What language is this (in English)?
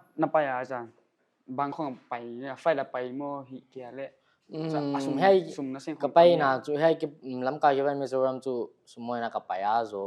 Paite Chin